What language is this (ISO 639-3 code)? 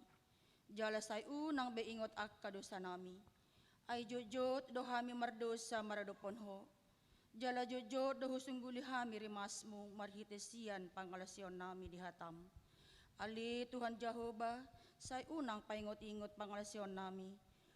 bbc